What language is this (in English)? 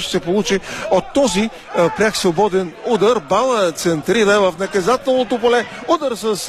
Bulgarian